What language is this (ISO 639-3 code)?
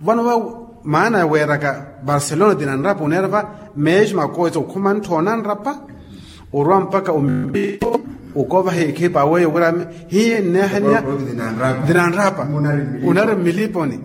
vmw